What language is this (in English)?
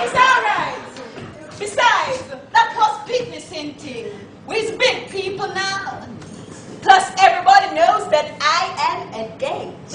Jamaican Creole English